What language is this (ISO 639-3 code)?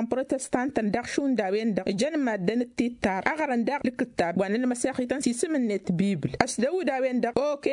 taq